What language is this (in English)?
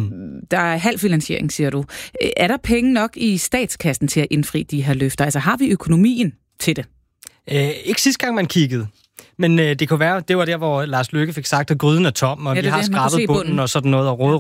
Danish